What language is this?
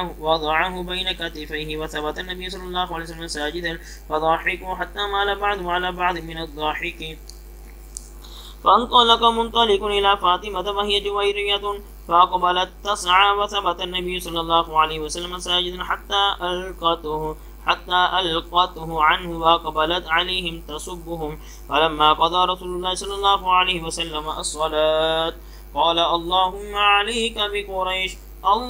Arabic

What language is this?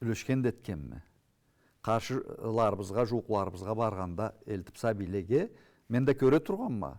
Karachay-Balkar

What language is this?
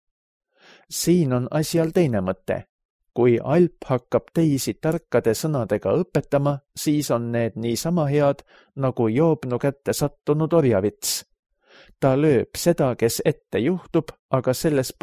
Estonian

